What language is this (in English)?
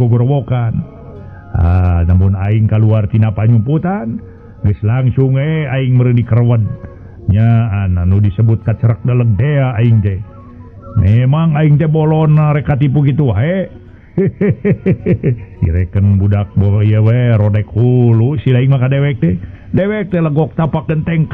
Sundanese